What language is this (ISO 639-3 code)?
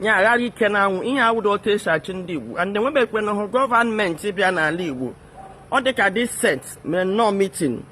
ibo